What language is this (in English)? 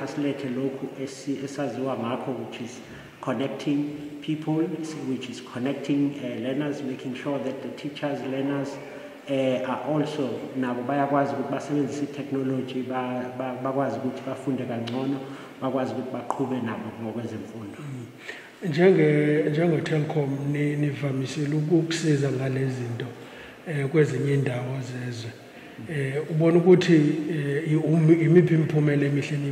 Zulu